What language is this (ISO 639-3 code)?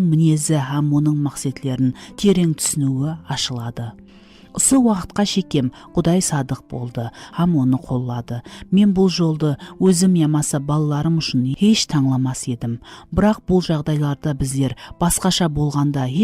kaa